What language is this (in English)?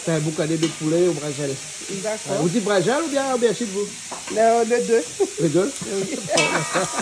Réunion Creole French